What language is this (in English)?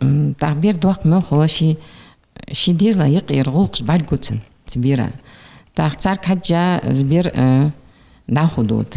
Ingush